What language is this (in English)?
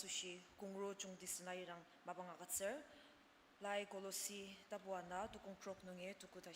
Ao Naga